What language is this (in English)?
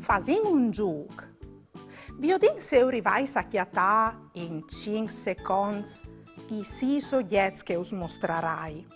Friulian